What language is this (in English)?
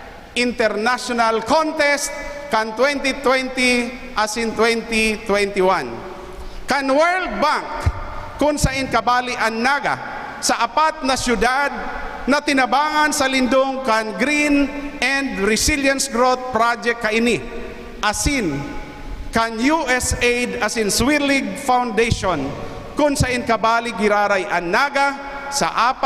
Bikol